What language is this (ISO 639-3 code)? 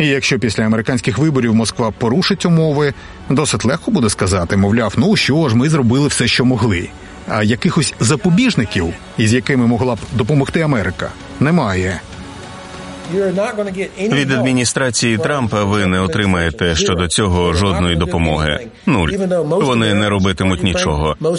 ukr